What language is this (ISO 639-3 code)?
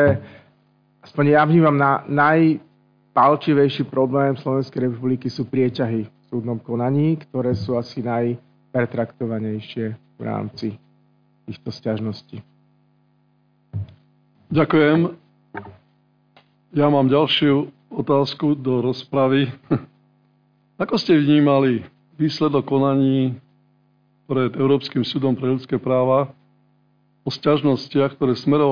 slk